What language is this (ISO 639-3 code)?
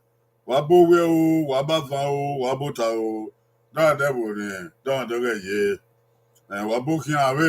bin